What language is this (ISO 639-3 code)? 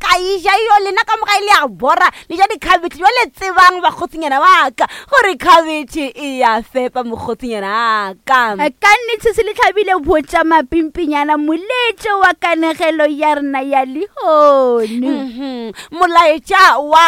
nso